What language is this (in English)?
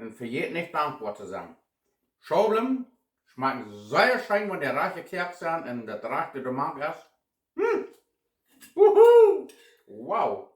Plautdietsch